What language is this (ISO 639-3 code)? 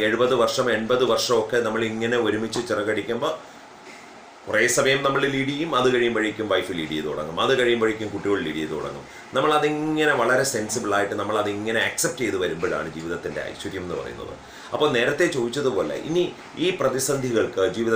mal